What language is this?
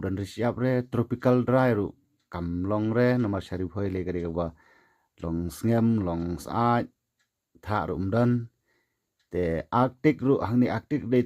Khasi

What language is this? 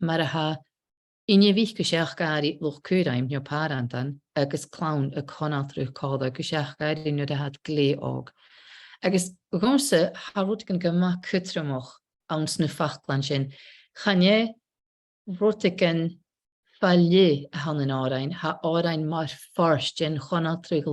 Scottish Gaelic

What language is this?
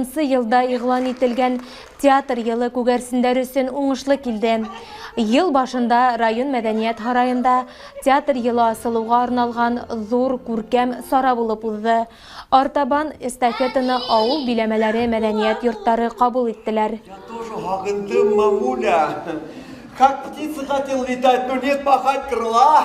Bashkir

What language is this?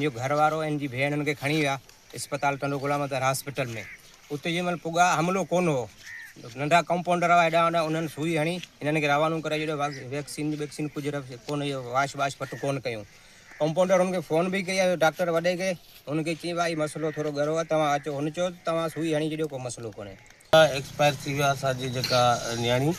Sindhi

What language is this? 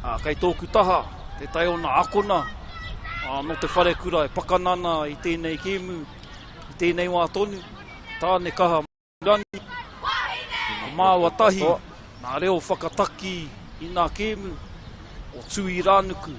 Māori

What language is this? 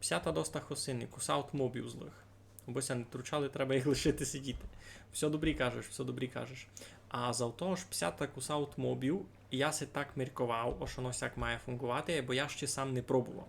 Rusyn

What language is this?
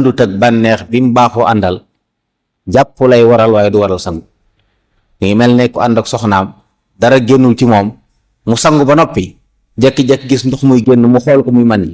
Wolof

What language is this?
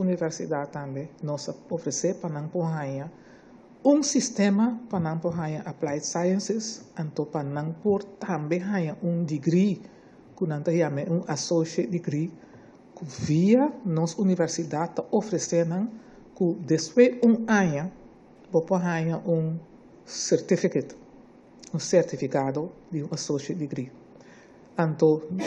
Papiamento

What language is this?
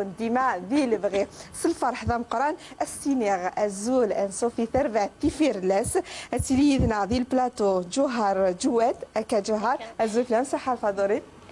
Kabyle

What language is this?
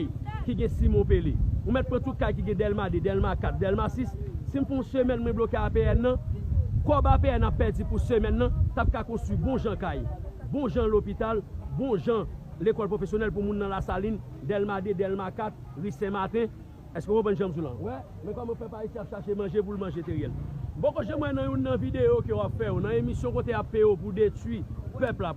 Haitian Creole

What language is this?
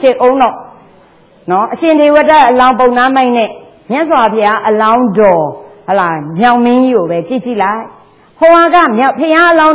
Burmese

